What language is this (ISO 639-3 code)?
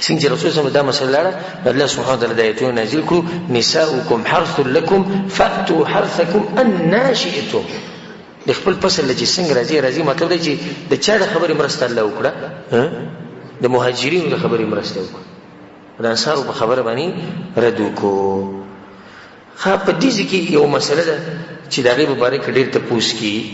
pus